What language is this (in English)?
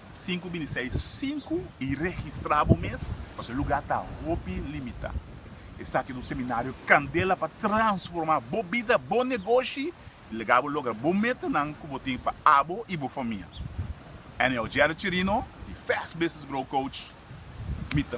Papiamento